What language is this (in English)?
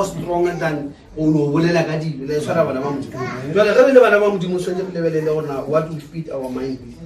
Northern Sotho